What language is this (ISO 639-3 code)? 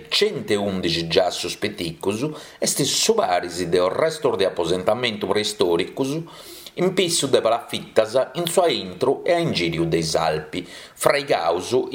srd